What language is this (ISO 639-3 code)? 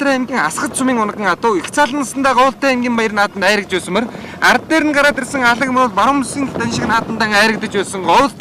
mon